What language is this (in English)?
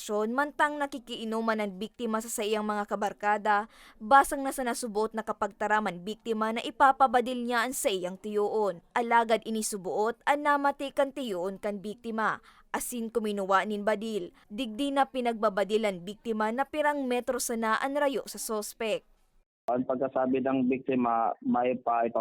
Bikol